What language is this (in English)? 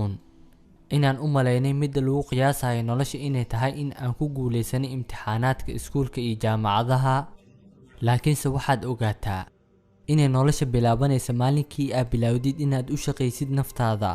Somali